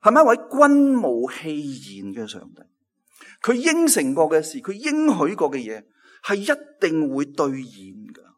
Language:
Cantonese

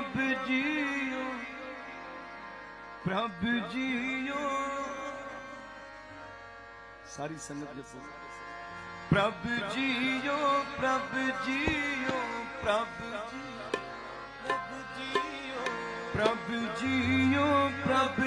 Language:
Punjabi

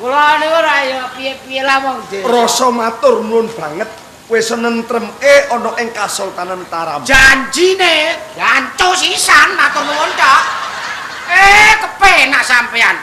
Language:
Javanese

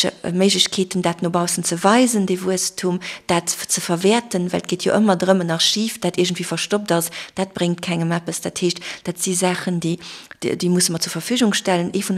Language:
Luxembourgish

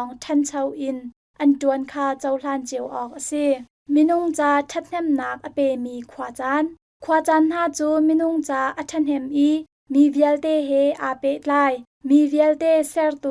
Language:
Hakha Chin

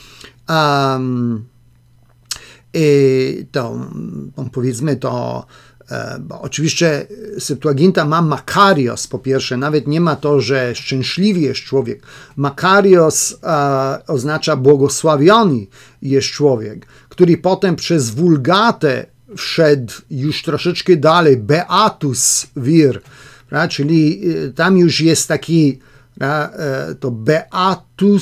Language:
Polish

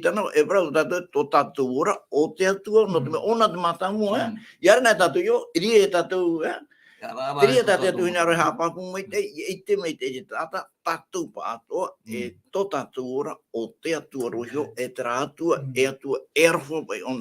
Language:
Tahitian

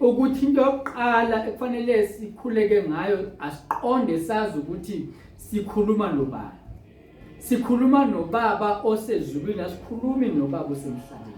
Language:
Zulu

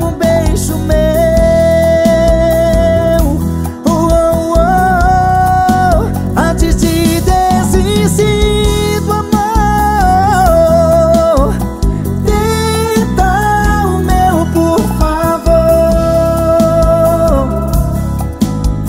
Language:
Portuguese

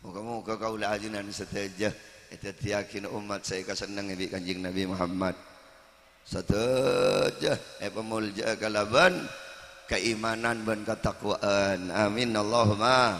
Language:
Madurese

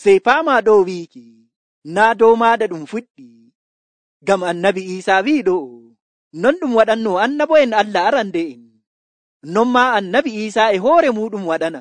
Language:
Nigerian Fulfulde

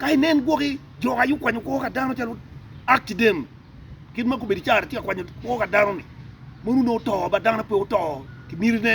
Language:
Acoli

